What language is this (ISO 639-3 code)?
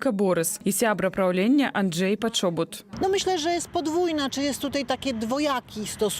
bel